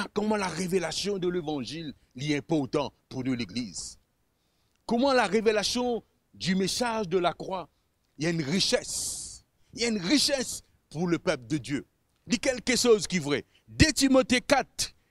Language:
Morisyen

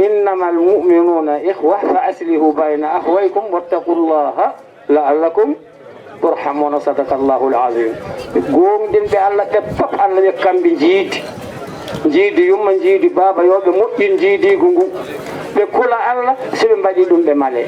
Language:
Fula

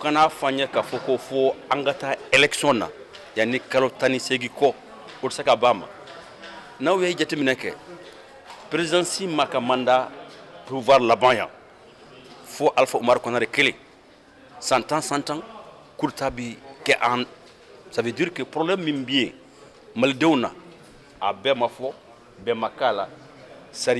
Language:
Bambara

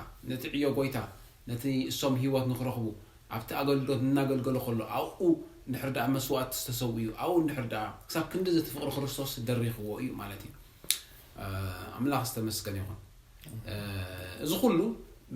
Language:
Tigrinya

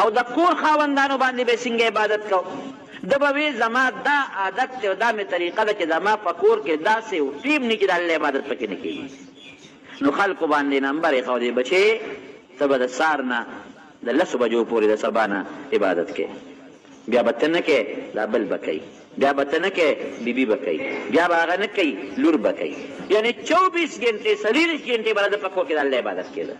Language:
Pashto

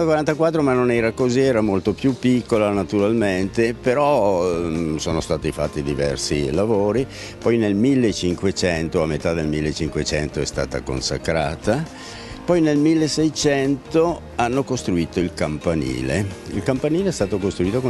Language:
Italian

